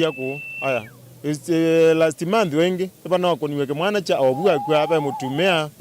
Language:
Kamba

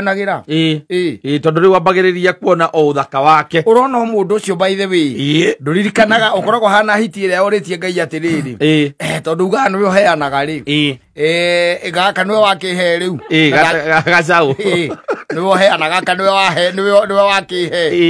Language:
Kikuyu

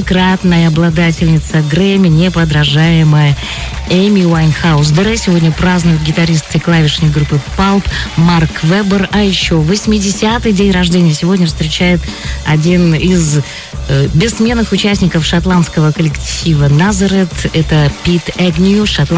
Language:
Russian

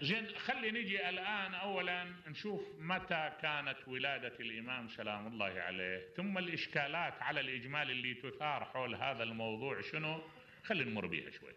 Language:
Mesopotamian Arabic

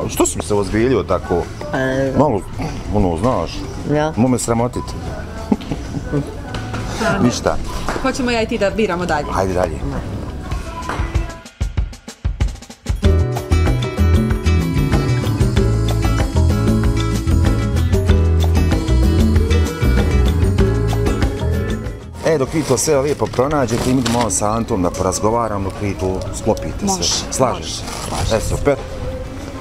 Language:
Bosnian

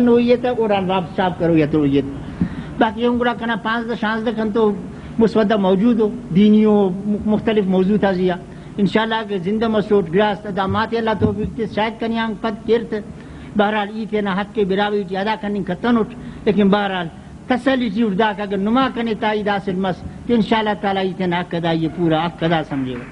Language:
Brahui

